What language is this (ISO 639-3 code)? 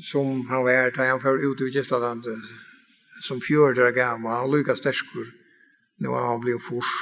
fao